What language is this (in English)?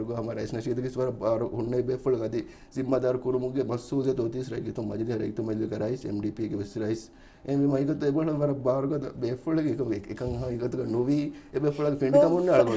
Divehi